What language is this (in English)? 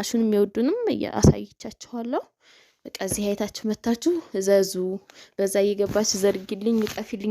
Amharic